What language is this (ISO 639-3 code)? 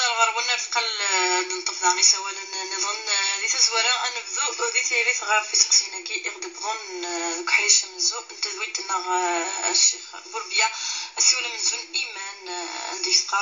kab